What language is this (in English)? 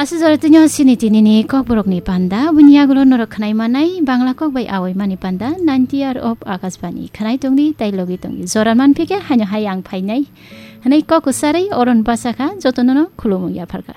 Kok Borok